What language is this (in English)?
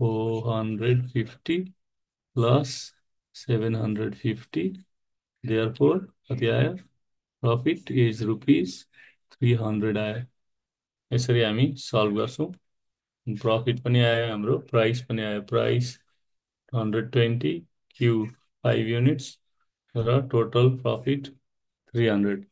Nepali